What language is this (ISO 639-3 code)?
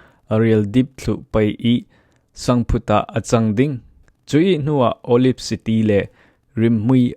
cfm